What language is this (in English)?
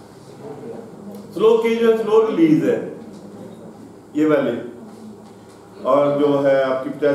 Hindi